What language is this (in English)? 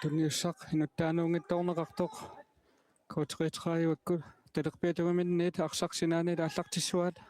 Kalaallisut